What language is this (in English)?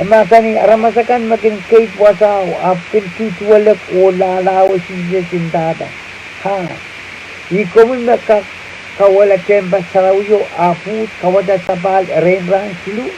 Pohnpeian